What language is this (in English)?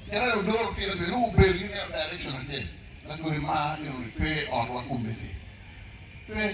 Acoli